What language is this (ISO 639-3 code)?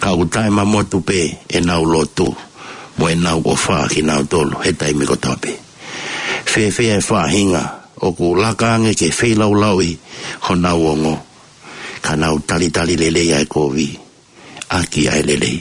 ton